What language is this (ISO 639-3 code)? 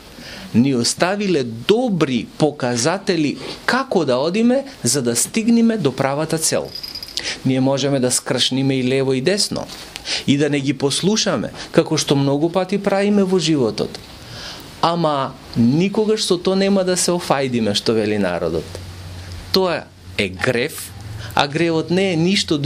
mkd